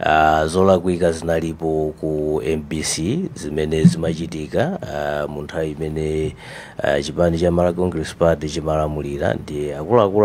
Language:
Nyanja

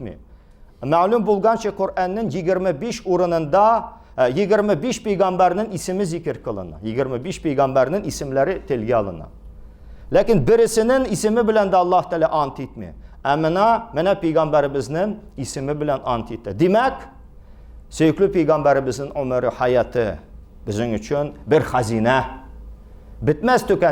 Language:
Tatar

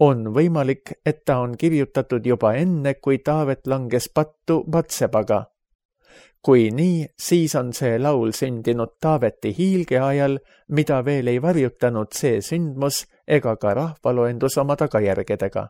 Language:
Estonian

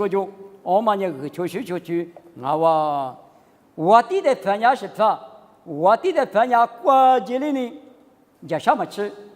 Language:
Lisu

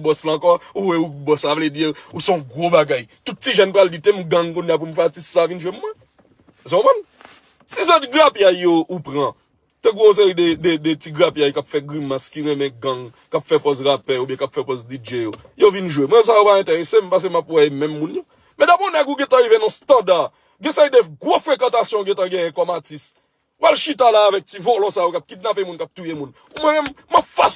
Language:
Haitian Creole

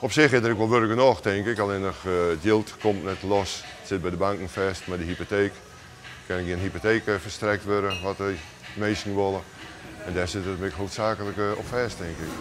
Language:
Western Frisian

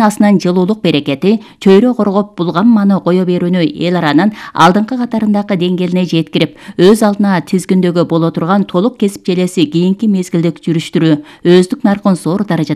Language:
Kyrgyz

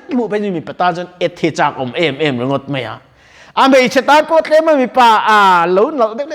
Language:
Mizo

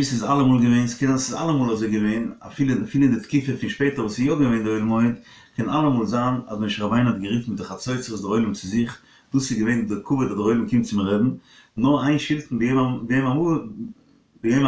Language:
Yiddish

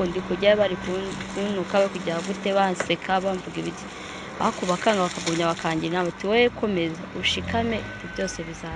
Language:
Kinyarwanda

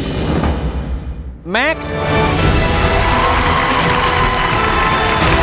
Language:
Thai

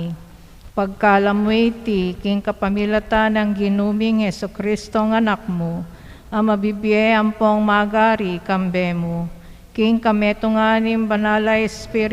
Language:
Pampanga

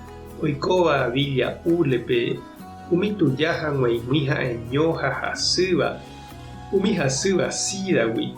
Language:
Guarani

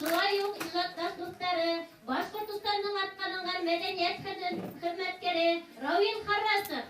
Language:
Bashkir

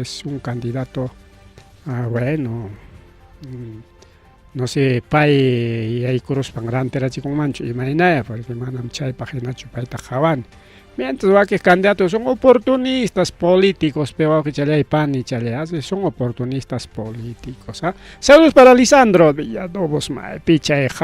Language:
Ayacucho Quechua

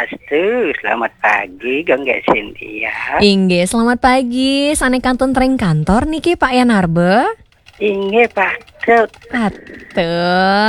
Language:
Balinese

